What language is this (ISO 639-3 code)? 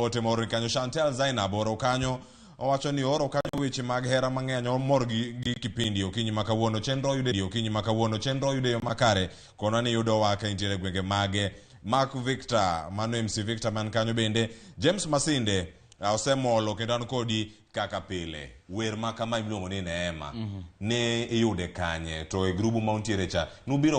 luo